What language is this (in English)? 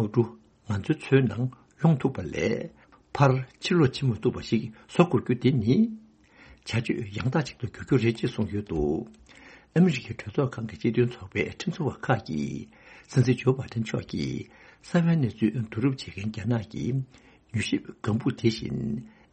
Tibetan